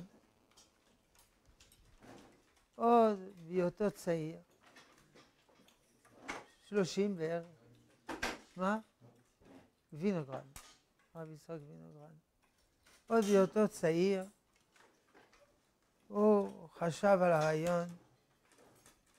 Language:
Hebrew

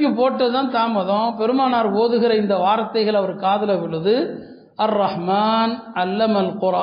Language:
Tamil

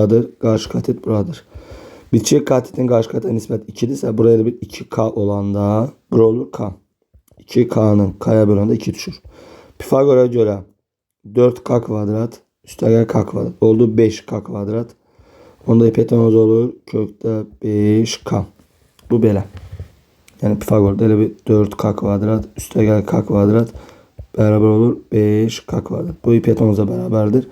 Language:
Azerbaijani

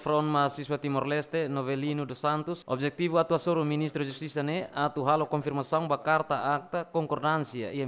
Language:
Tetum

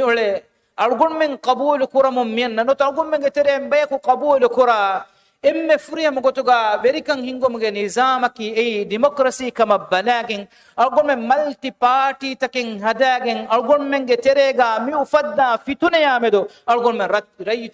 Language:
Divehi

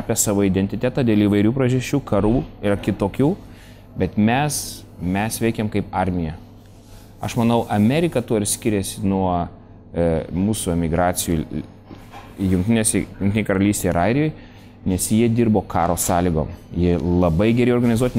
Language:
Lithuanian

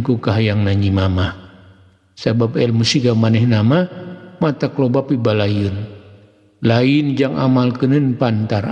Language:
Sundanese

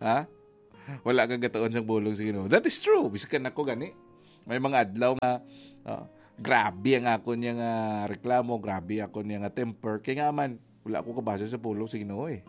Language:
Hiligaynon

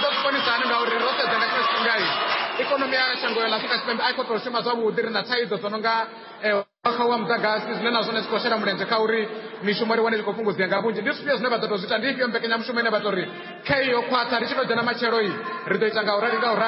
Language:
Venda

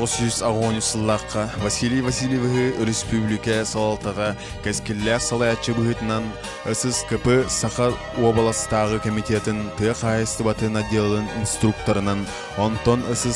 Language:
Yakut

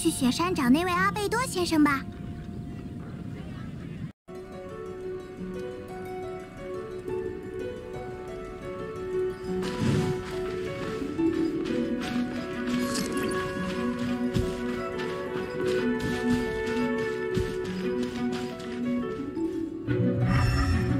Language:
Chinese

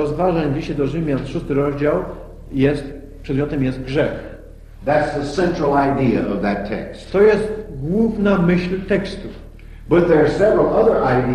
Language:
Polish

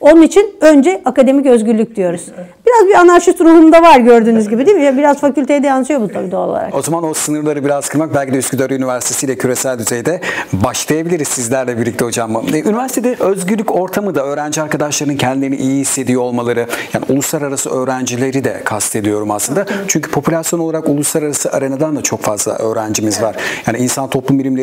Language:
Turkish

